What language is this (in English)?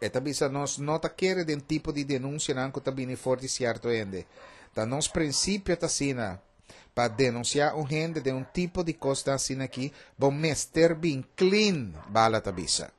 Papiamento